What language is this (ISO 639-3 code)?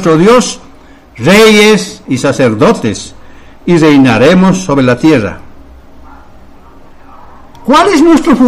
spa